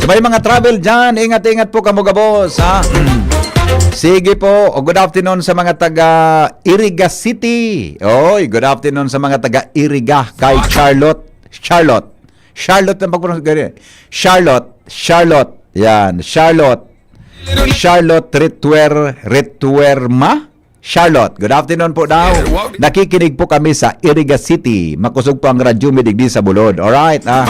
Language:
Bikol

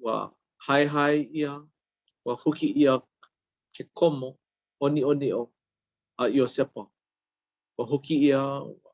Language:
Hawaiian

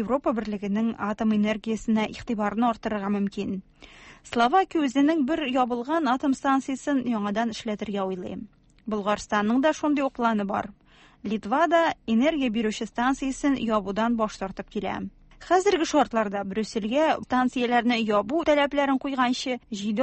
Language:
Tatar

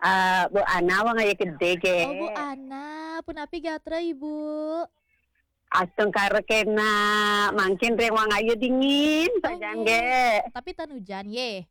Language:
Balinese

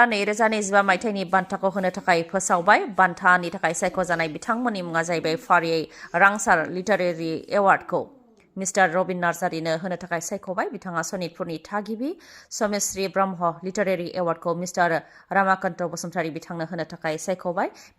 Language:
Bodo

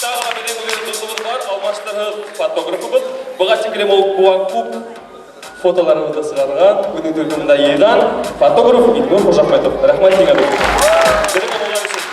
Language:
Bashkir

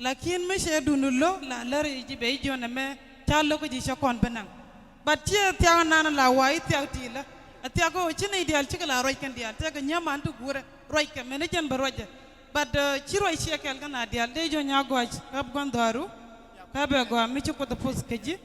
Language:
Nuer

